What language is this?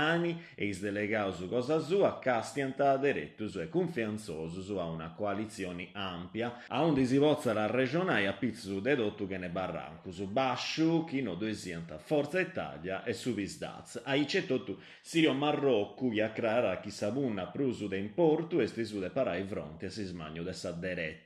Sardinian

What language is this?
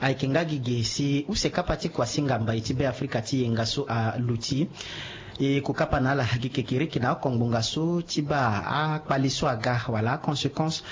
Sango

